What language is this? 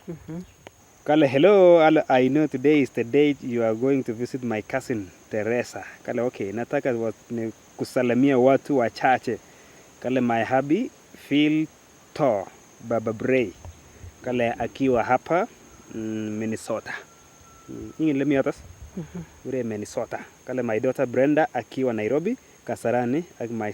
Nandi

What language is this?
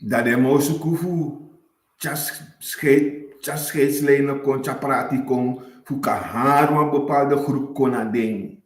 Sranan Tongo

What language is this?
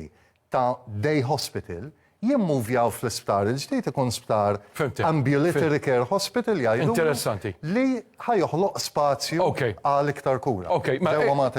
Maltese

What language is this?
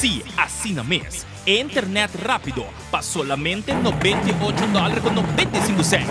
Papiamento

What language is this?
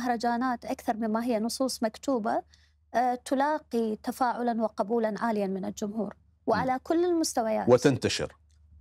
Mesopotamian Arabic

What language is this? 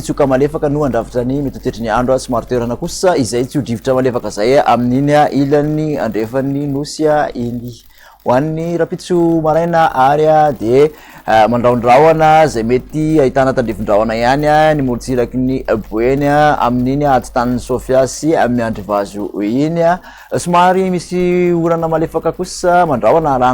Malagasy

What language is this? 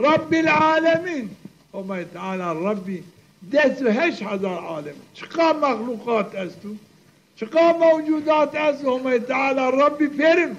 Zaza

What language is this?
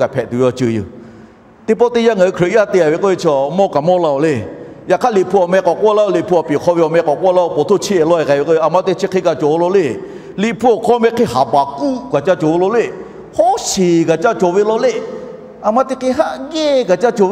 Lahu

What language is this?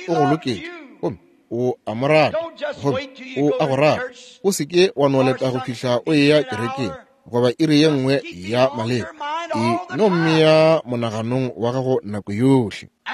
Northern Sotho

